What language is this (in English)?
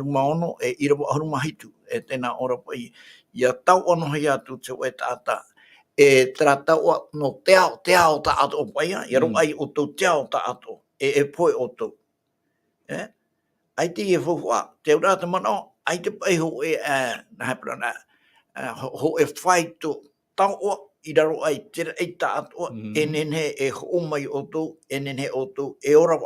Tahitian